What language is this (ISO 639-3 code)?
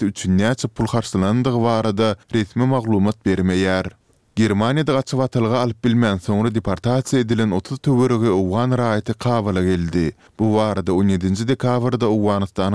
tuk